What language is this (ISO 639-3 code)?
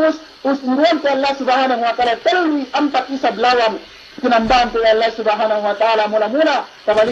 yka